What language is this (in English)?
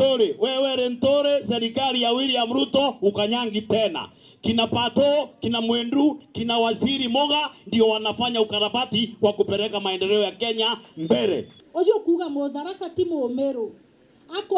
Meru